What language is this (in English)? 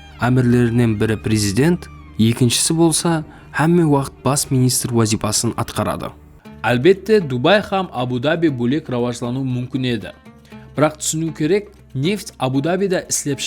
Kara-Kalpak